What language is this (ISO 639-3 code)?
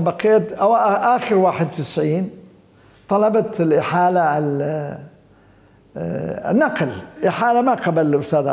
acm